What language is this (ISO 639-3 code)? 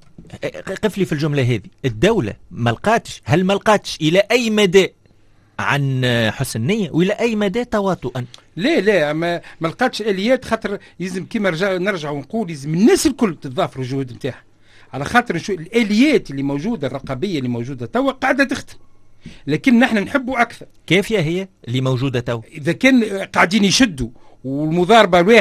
aeb